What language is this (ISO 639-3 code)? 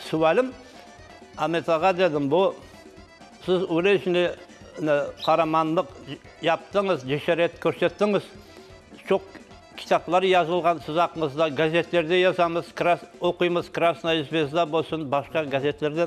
crh